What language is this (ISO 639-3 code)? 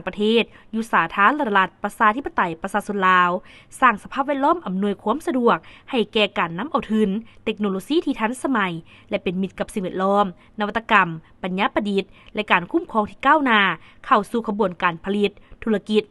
lao